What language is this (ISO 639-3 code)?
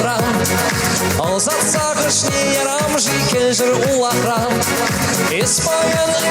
chv